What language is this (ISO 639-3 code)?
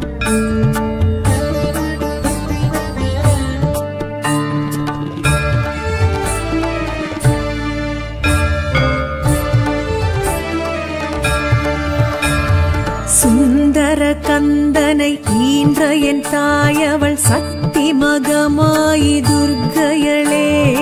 tam